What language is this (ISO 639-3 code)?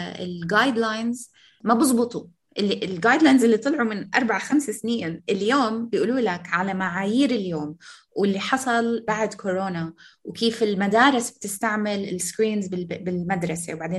apc